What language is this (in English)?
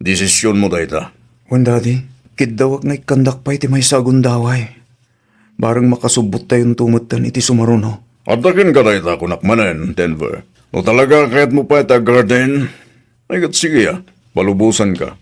Iloko